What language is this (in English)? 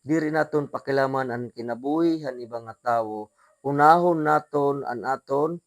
Waray